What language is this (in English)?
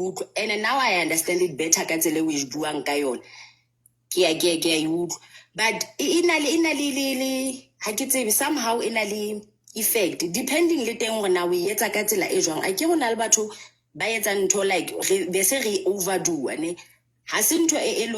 Southern Sotho